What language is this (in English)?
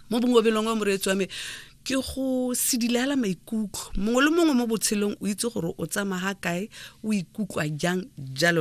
Tswana